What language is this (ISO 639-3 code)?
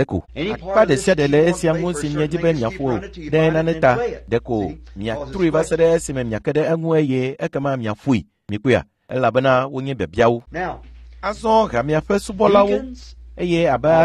ewe